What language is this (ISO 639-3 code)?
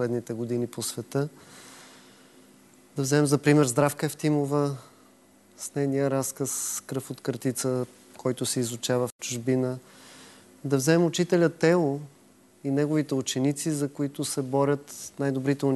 bul